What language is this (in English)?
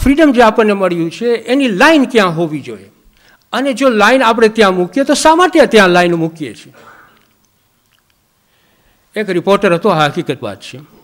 Gujarati